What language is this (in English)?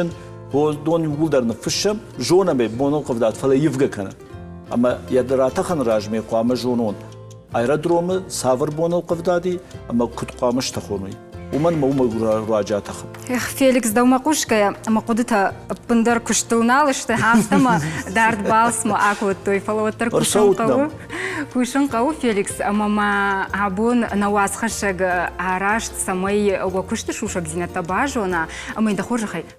Ossetic